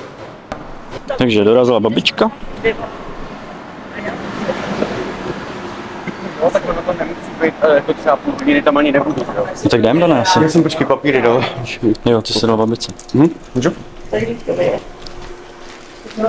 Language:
Czech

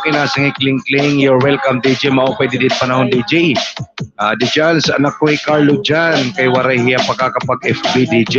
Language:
Waray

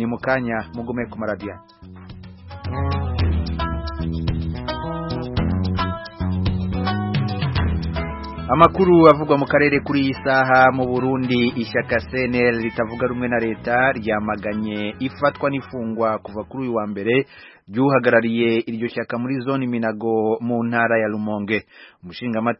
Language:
Kinyarwanda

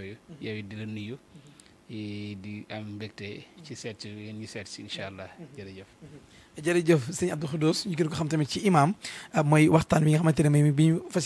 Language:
Wolof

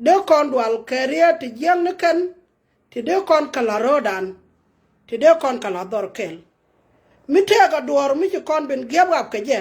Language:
Nuer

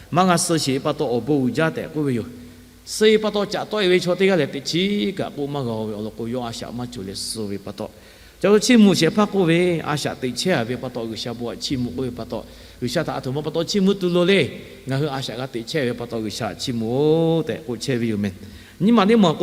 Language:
Lahu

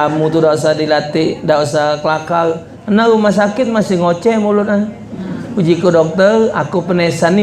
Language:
Musi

